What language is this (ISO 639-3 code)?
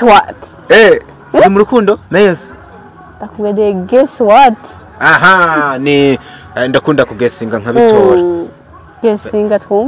run